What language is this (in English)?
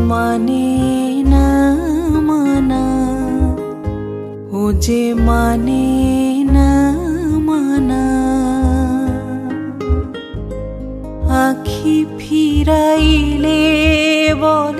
Bangla